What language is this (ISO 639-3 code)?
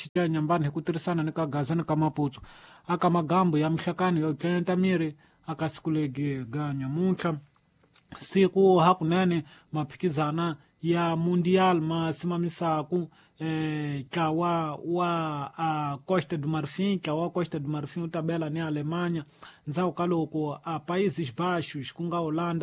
tso